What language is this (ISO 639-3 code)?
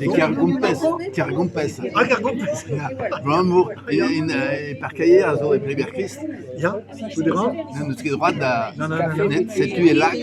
bre